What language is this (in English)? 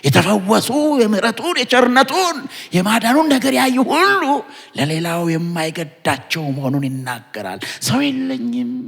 Amharic